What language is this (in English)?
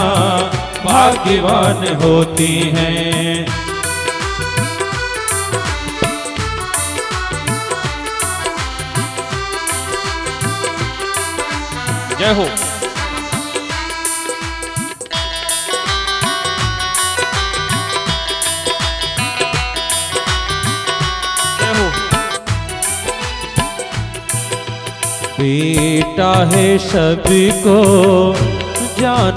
Hindi